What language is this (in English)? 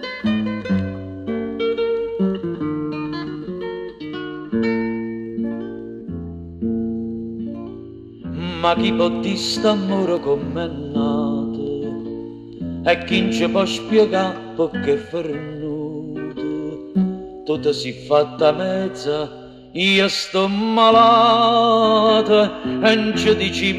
Neapolitan